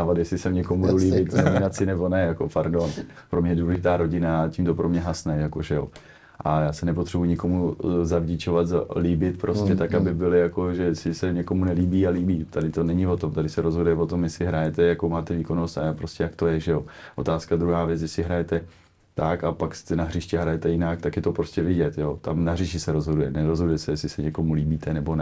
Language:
Czech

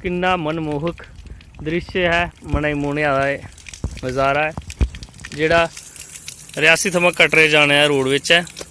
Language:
Dogri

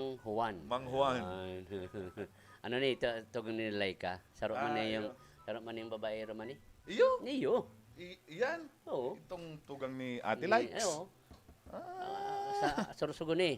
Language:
Bikol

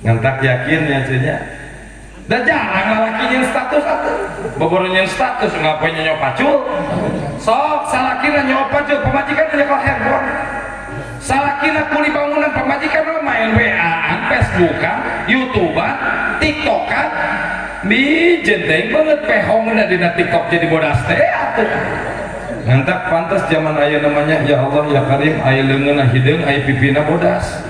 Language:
Sundanese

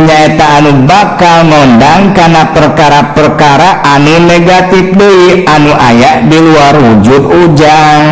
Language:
Sundanese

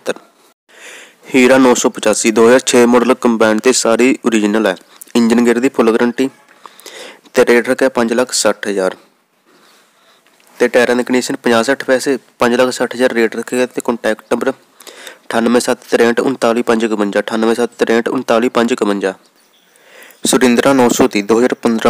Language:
Punjabi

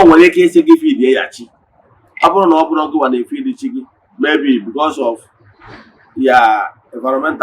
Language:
Igbo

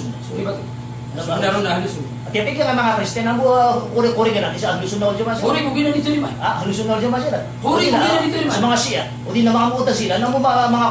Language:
Maranao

